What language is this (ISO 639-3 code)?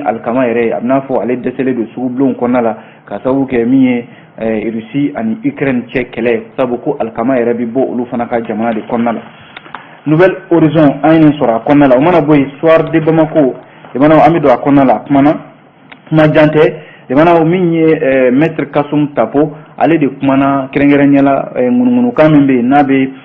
bam